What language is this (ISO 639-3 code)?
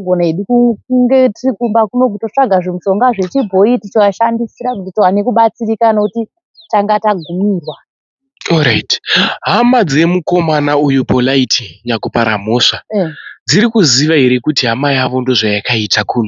sna